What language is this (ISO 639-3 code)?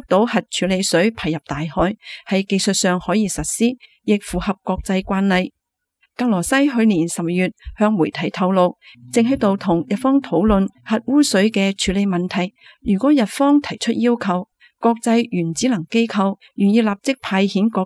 yue